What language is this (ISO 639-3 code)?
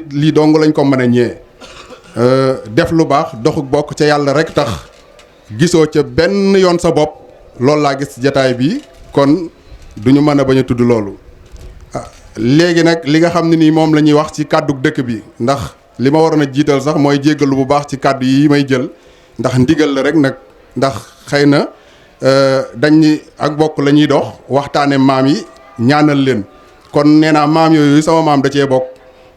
wol